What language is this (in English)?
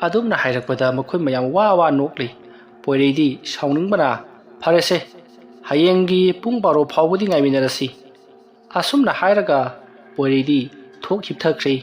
Manipuri